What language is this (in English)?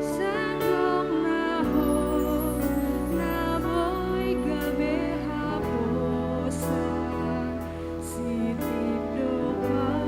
Batak Simalungun